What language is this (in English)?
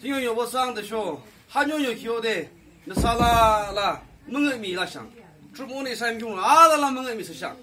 Yimchungru Naga